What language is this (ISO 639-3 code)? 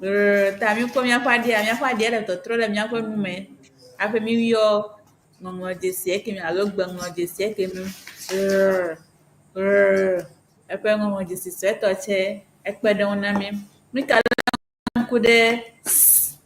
ewe